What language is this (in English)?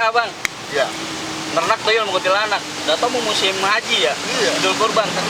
Betawi